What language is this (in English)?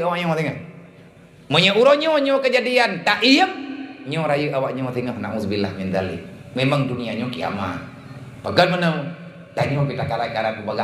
Achinese